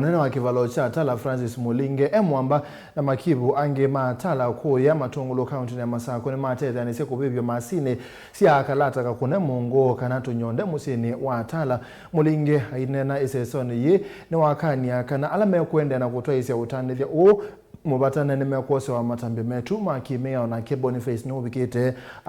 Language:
Kamba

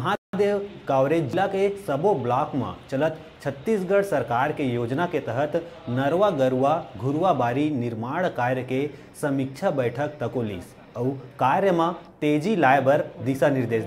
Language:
Chhattisgarhi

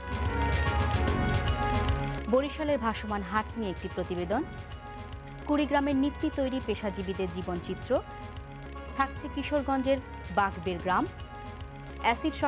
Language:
Bangla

